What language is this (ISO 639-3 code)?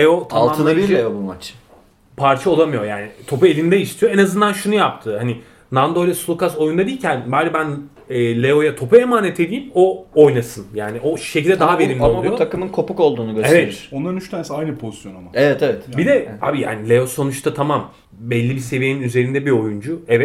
tur